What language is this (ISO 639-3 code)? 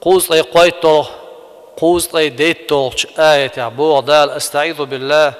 che